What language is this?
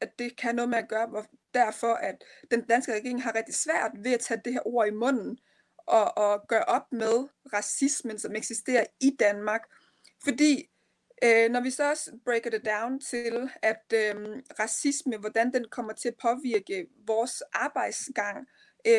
Danish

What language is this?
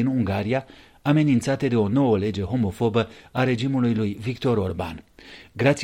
Romanian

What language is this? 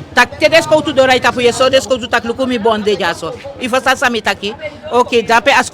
Eastern Maroon Creole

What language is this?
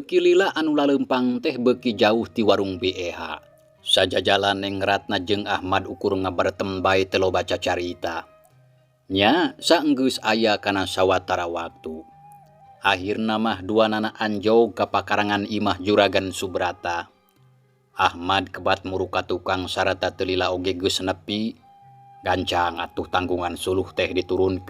Sundanese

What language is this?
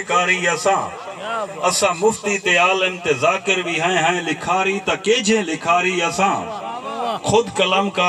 Saraiki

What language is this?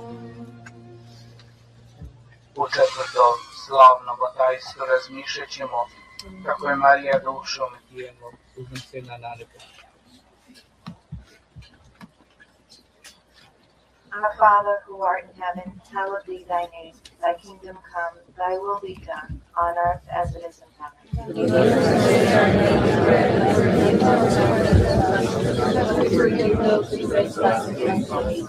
Polish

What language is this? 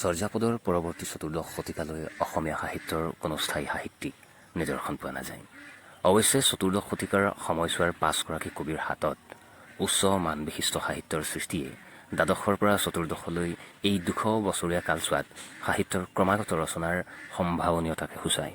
Assamese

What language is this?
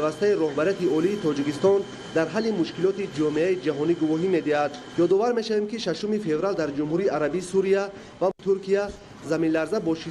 Tajik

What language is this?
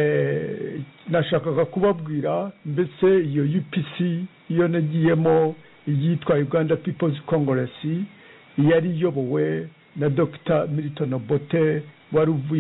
Kinyarwanda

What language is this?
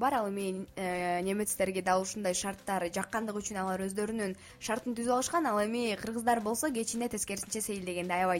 Kyrgyz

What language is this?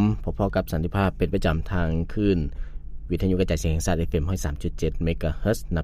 Lao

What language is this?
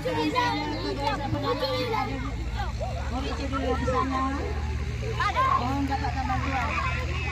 Malay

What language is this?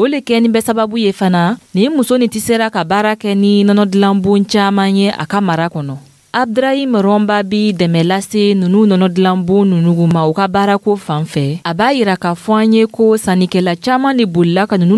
Dyula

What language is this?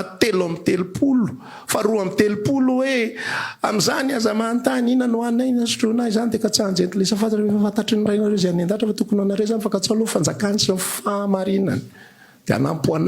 Malagasy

